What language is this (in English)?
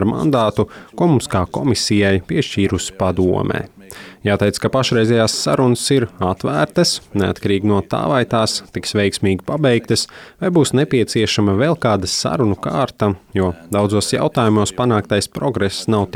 Latvian